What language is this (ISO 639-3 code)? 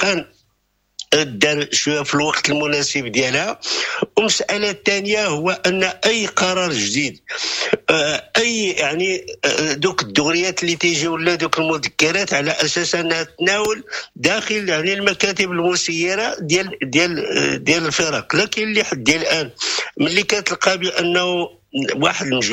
ary